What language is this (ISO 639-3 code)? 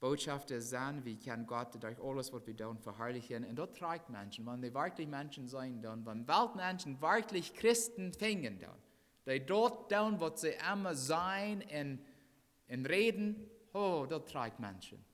pdt